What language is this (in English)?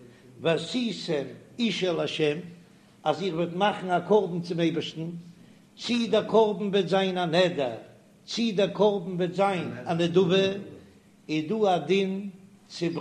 Yiddish